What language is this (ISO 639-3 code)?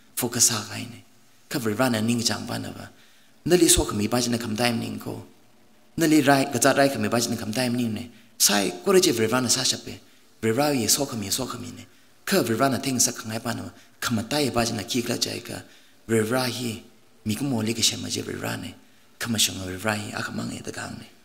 nmf